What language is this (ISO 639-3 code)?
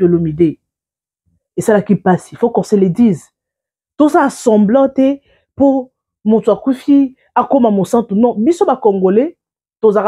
lin